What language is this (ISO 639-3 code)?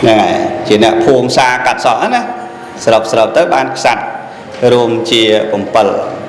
khm